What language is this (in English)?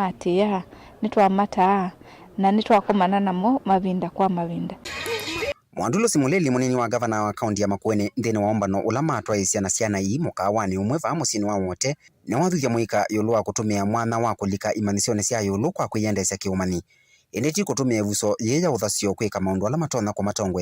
Kamba